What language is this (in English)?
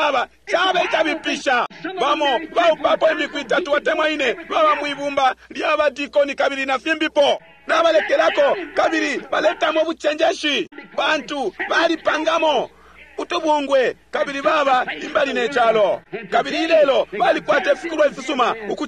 Bemba